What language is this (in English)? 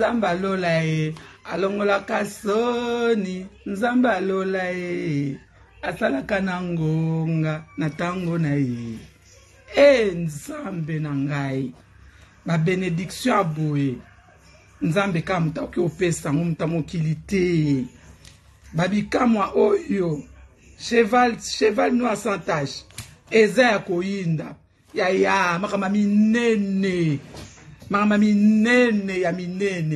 Lingala